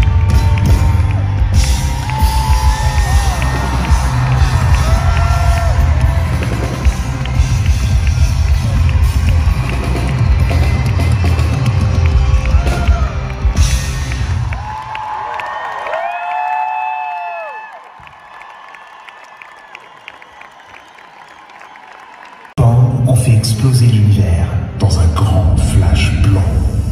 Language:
French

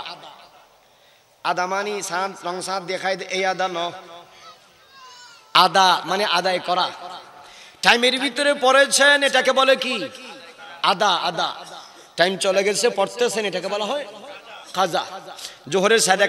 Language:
Bangla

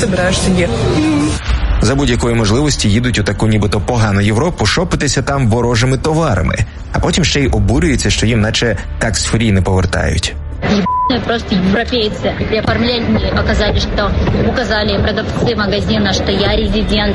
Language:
Ukrainian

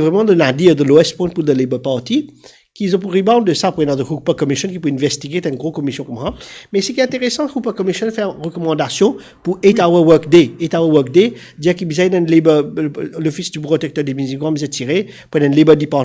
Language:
Morisyen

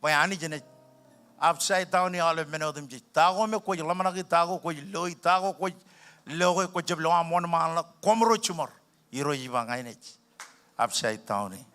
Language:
Marshallese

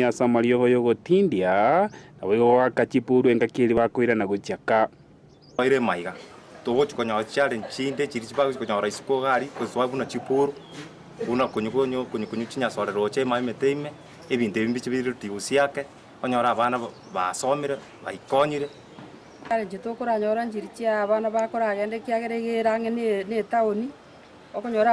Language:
Gusii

